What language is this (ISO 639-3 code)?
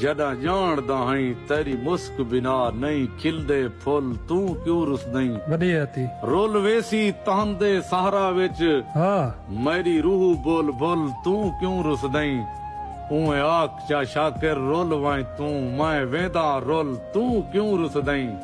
skr